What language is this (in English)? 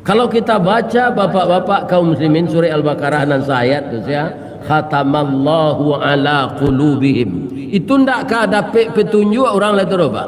Minangkabau